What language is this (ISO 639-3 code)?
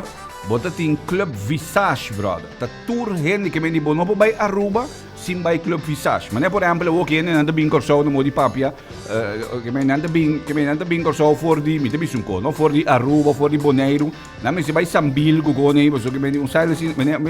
pap